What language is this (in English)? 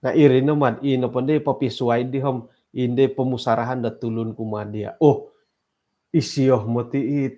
Central Dusun